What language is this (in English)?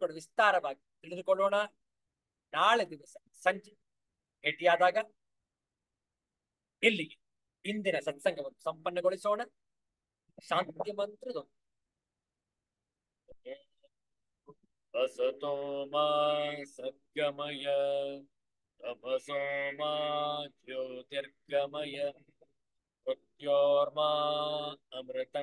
Kannada